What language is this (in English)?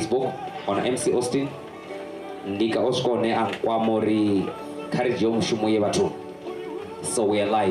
Venda